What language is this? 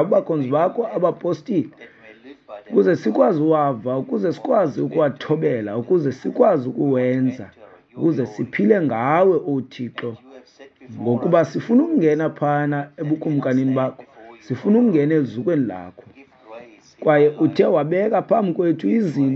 Xhosa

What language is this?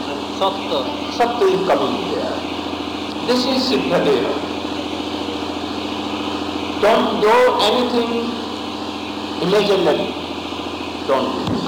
Hindi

